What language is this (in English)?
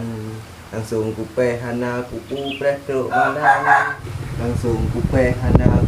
Achinese